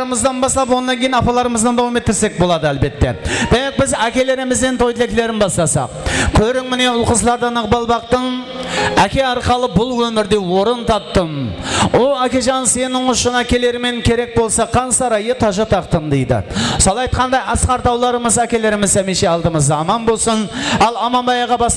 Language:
Kara-Kalpak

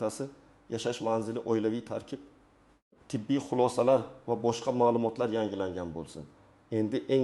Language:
Uzbek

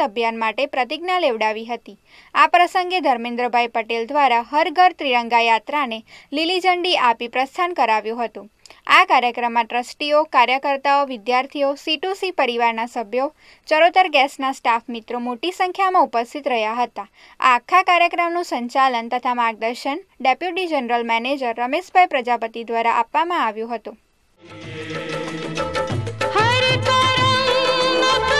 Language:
Gujarati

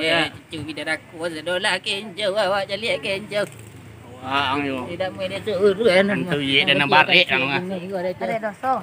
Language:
Minangkabau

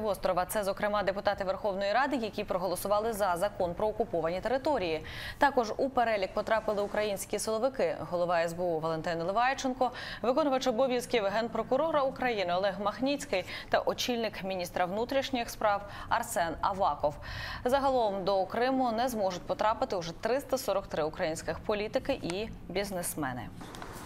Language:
Ukrainian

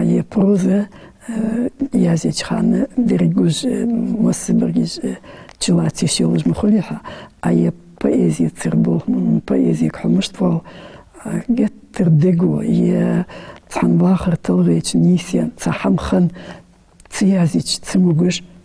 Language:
Ingush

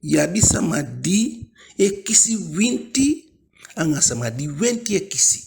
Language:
Eastern Maroon Creole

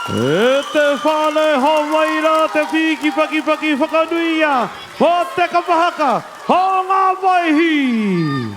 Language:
Māori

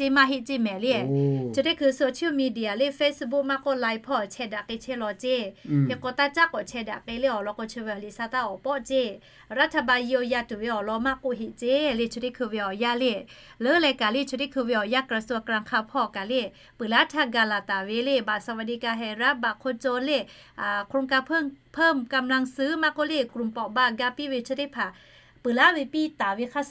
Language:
Lahu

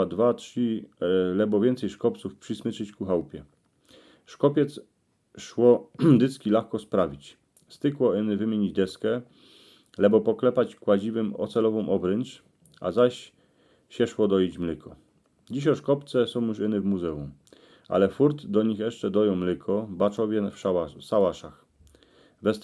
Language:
Silesian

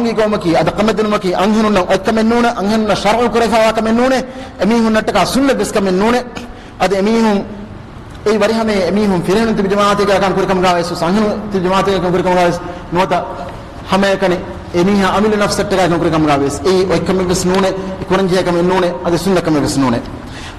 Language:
Divehi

